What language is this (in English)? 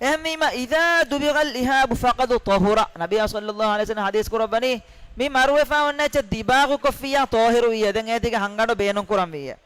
Divehi